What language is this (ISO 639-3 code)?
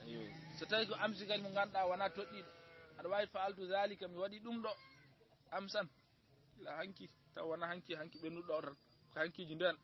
ful